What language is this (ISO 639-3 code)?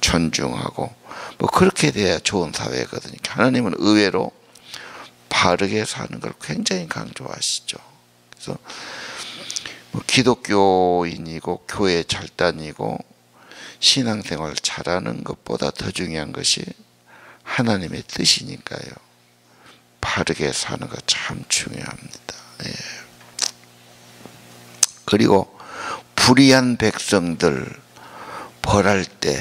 kor